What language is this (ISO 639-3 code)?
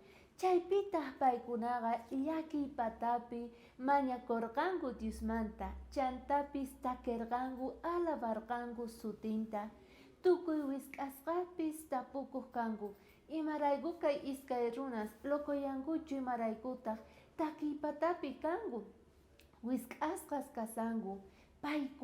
quh